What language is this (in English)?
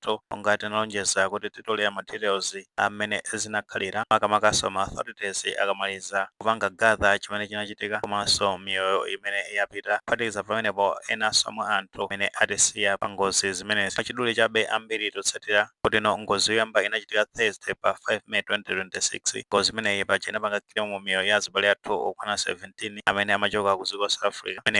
Nyanja